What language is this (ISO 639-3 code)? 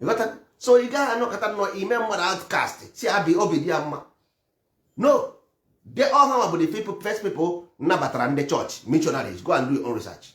ibo